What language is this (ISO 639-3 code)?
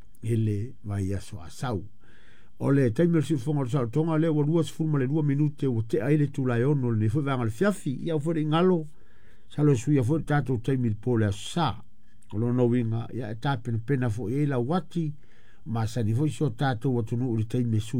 smo